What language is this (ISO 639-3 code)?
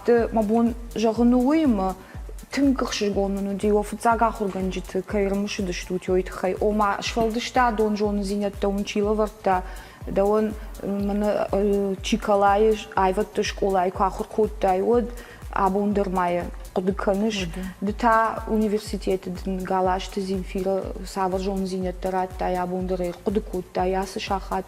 oss